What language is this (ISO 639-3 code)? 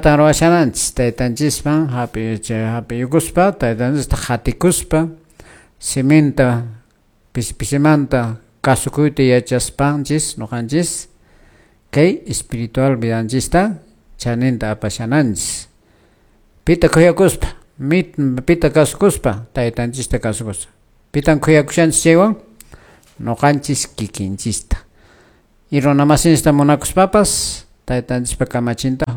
que